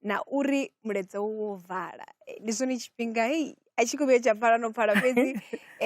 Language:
Venda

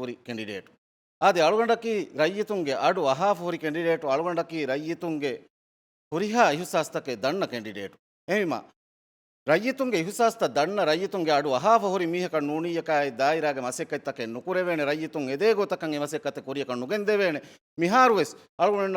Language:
Divehi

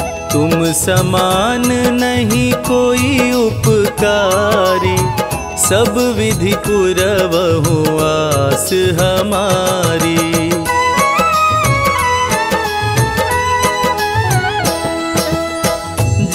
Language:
Hindi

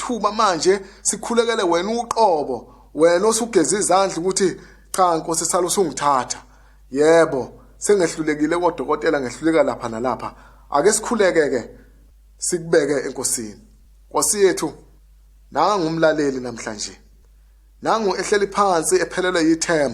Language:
Zulu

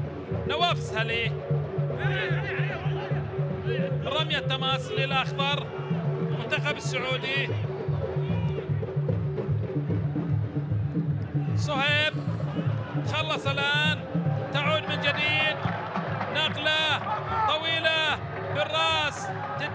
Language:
Arabic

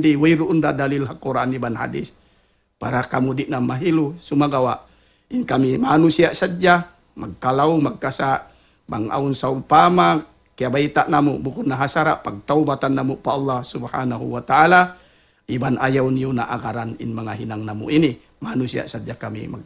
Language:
Tausug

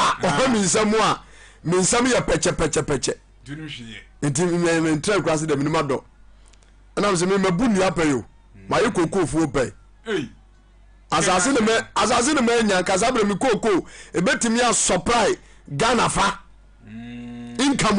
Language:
Akan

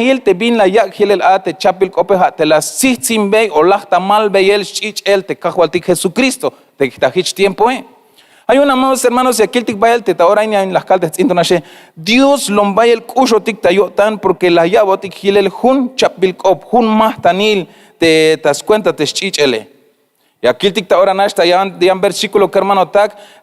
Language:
Tzeltal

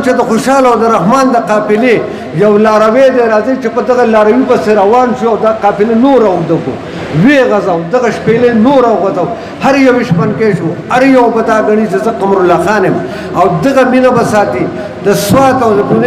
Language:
Pashto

